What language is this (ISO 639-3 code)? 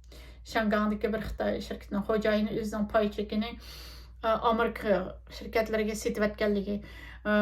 uig